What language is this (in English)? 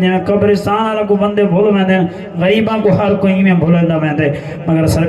Saraiki